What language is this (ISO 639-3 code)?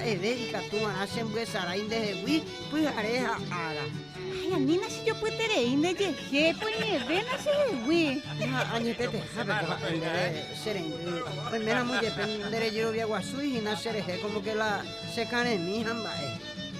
grn